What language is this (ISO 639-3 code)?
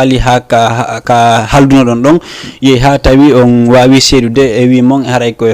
ful